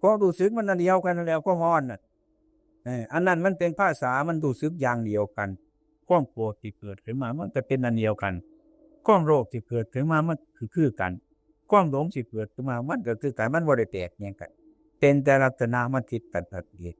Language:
Northeastern Thai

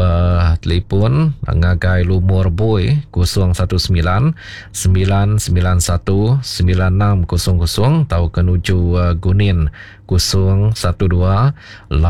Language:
Iban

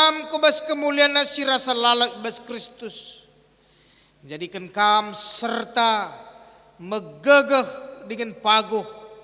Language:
Batak Karo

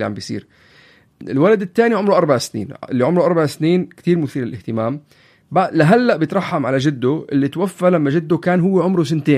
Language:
North Levantine Arabic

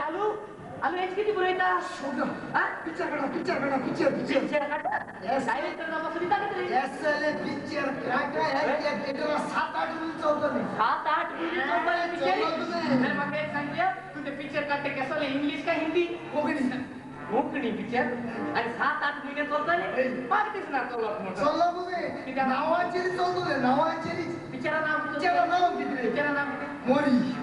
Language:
Konkani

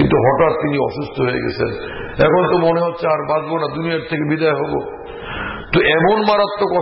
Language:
Bangla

